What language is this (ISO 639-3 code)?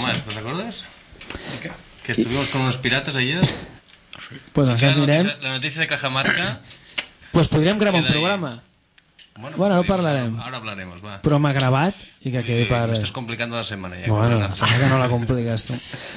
cat